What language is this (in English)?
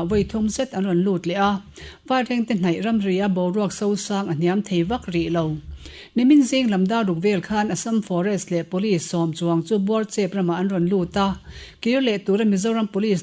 Mizo